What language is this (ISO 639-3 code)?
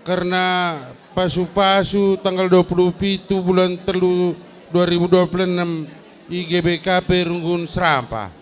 btx